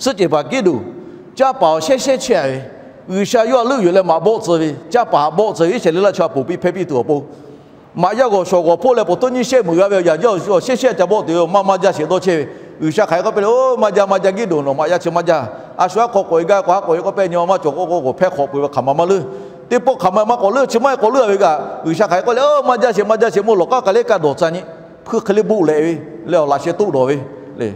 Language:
Lahu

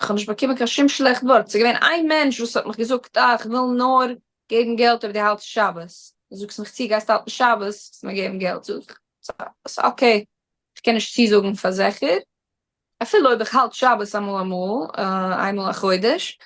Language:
Yiddish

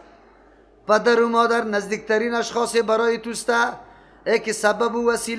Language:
Persian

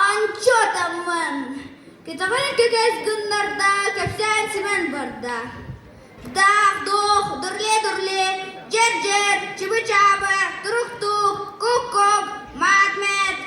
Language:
Yakut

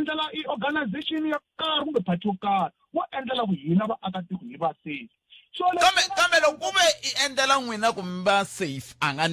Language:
Tsonga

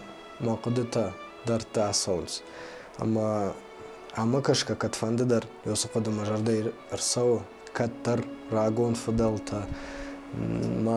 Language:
Ossetic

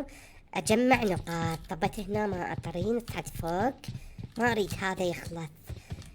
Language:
Mesopotamian Arabic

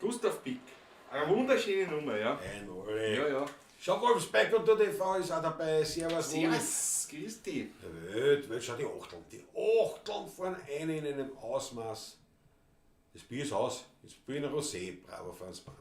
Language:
Bavarian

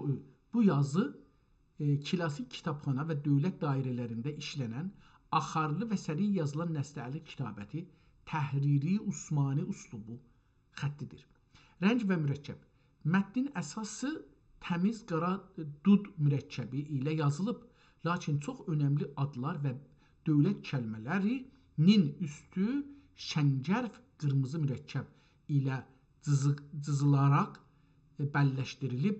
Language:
South Azerbaijani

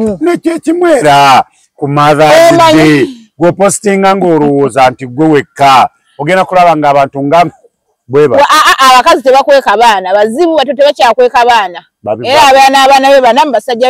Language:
Ganda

